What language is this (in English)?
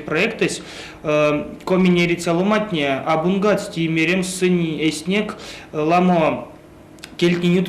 Erzya